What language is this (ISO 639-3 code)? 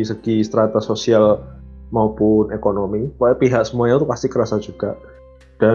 ind